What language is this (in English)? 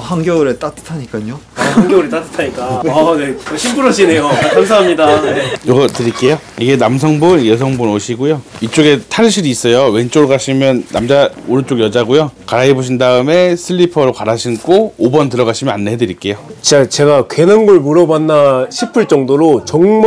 Korean